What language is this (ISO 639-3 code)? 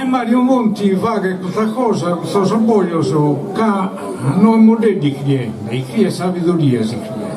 srd